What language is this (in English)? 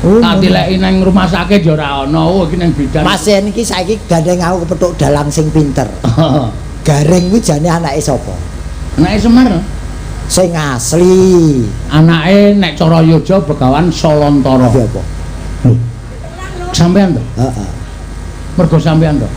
Javanese